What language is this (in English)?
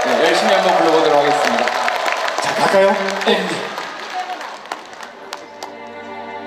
Korean